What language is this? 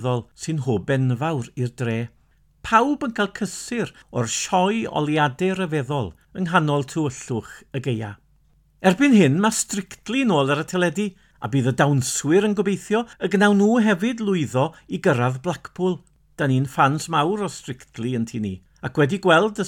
Welsh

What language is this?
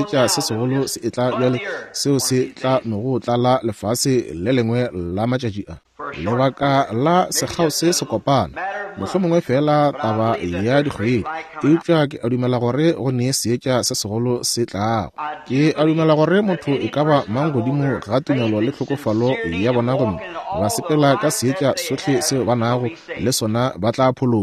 Northern Sotho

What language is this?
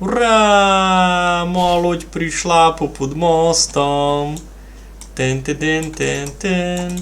Rusyn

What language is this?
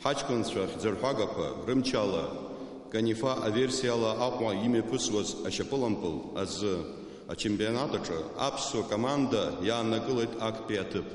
Abkhazian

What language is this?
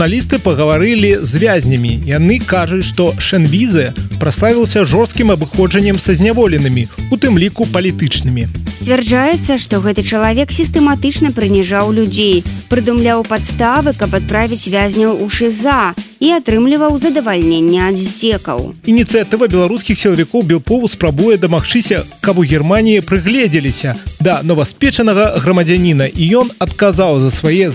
Belarusian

